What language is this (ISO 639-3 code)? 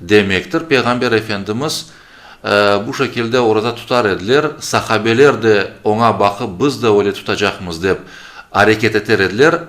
crh